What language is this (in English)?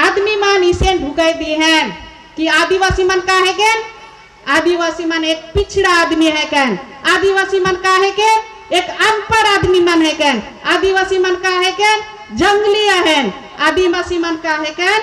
Sadri